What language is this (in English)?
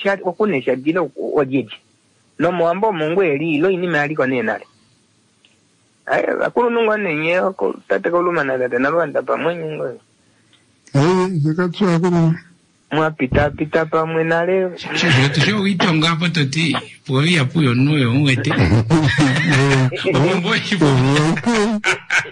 Swahili